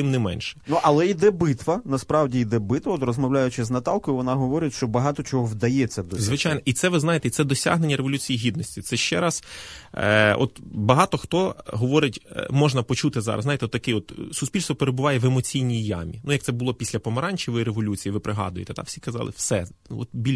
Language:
Ukrainian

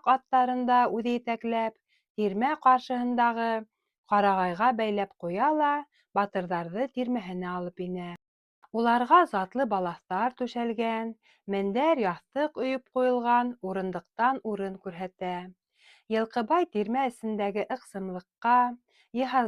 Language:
Bashkir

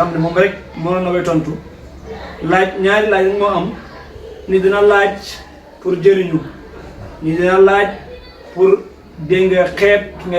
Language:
Wolof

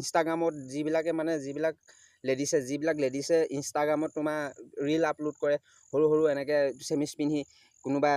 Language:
Assamese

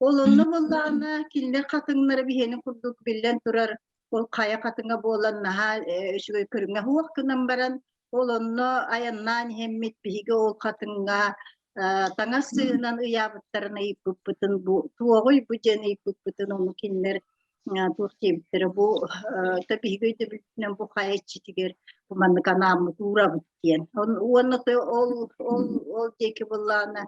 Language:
Yakut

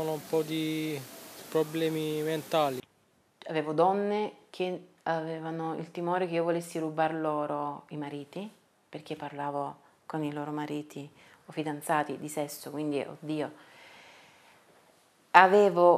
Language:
Italian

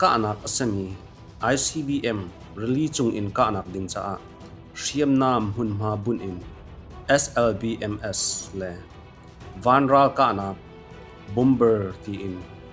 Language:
Hakha Chin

